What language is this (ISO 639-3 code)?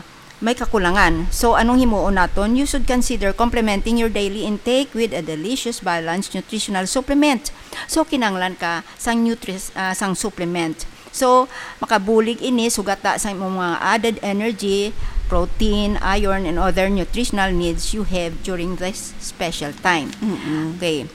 hil